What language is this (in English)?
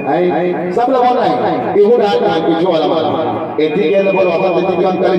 Chhattisgarhi